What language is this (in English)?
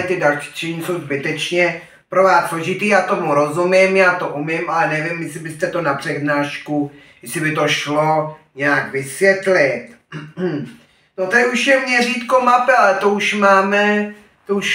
Czech